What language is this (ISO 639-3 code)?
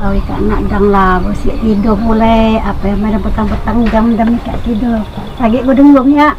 mui